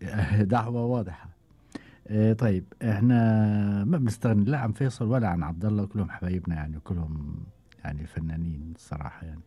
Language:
Gulf Arabic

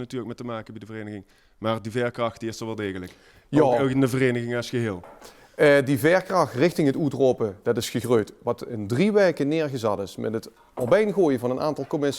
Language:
Limburgish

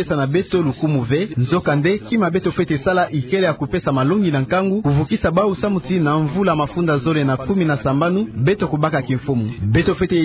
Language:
Kituba (Democratic Republic of Congo)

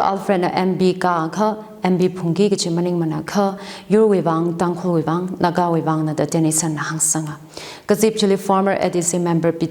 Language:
Tangkhul Naga (India)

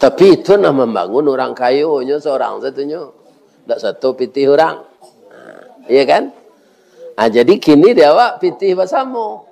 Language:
Minangkabau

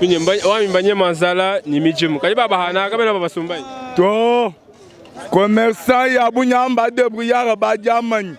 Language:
Luba-Lulua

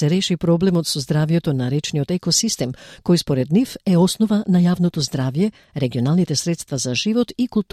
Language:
Macedonian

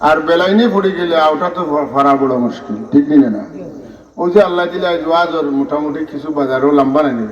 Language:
Sylheti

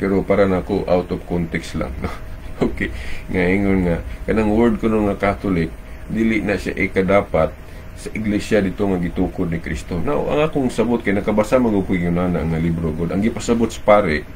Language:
Cebuano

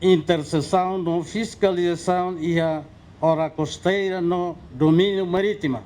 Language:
Tetum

